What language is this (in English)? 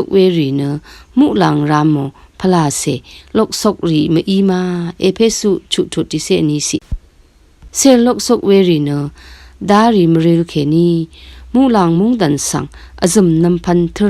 Rawang